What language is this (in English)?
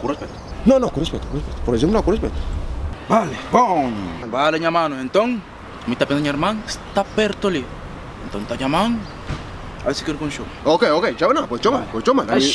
Kabuverdianu